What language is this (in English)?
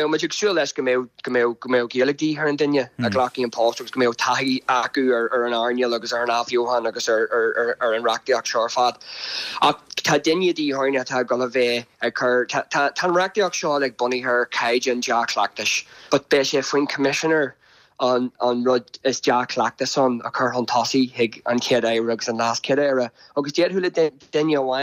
Irish